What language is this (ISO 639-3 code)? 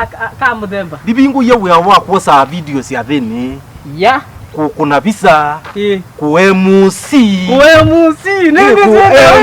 kam